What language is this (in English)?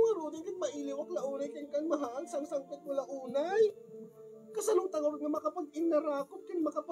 Iloko